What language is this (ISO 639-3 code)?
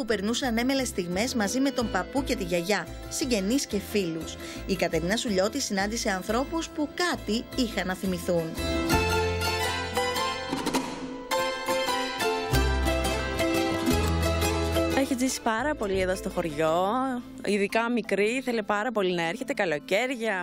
ell